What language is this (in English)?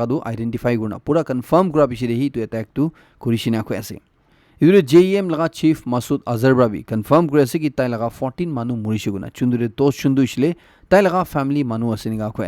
Naga Pidgin